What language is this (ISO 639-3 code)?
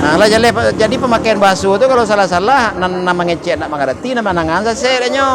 min